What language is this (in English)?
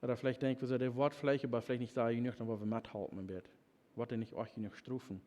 Plautdietsch